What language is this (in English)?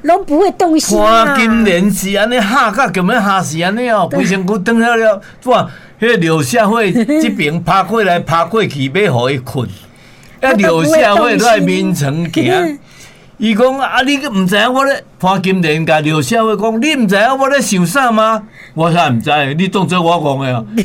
Min Nan Chinese